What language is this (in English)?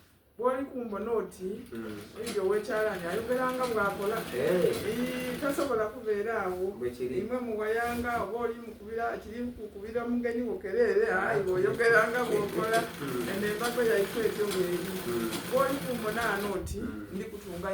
Soga